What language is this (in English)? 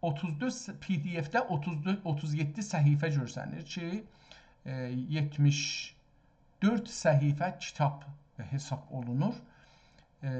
South Azerbaijani